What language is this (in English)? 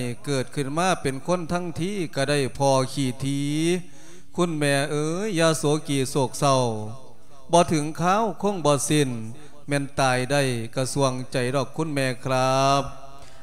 Lao